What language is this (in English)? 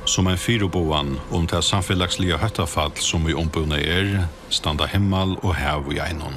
Faroese